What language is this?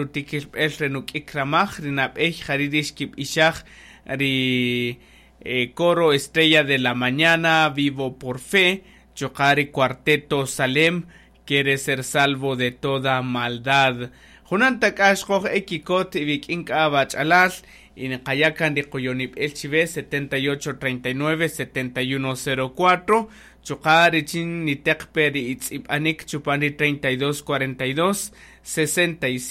Kaqchikel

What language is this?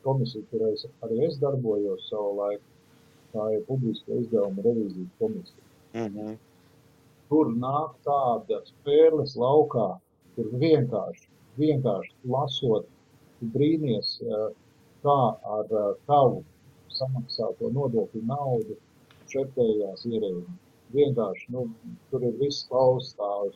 Latvian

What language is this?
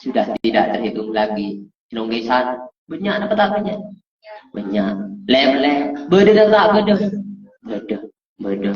Madurese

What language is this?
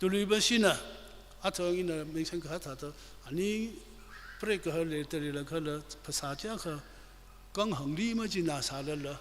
Tangkhul Naga (India)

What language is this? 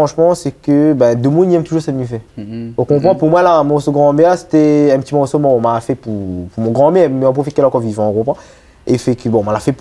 Réunion Creole French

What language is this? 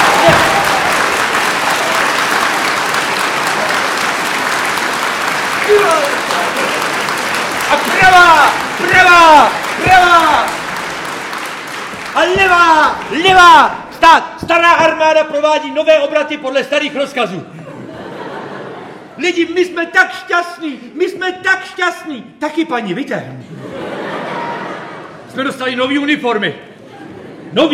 Czech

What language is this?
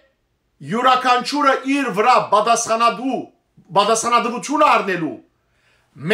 Western Armenian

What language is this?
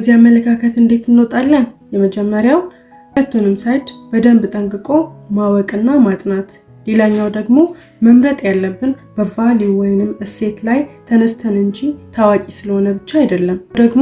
Amharic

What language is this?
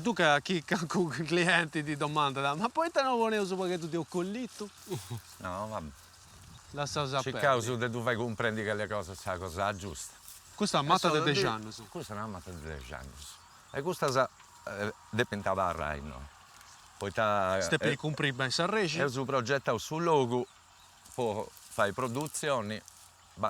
Sardinian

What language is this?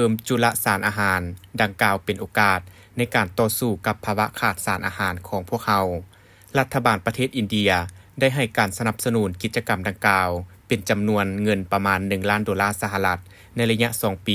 Lao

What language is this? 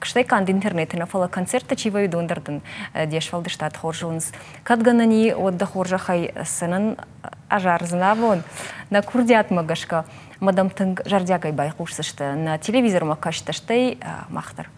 Ossetic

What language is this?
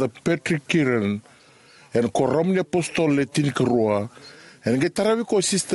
Fijian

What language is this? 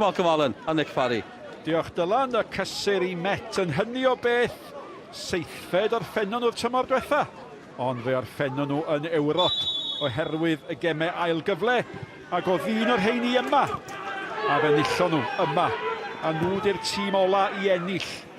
Welsh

